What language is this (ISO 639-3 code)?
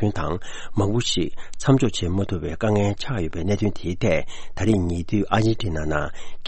bod